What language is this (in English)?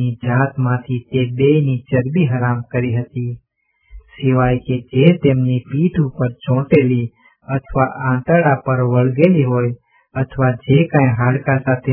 Gujarati